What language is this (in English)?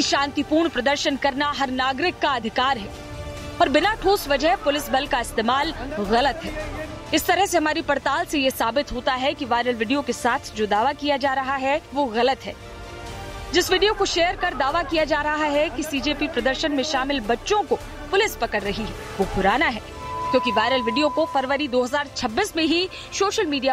Hindi